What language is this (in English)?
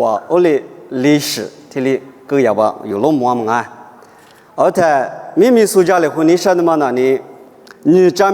Lisu